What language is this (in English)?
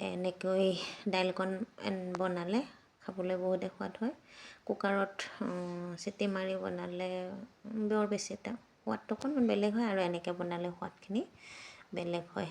Assamese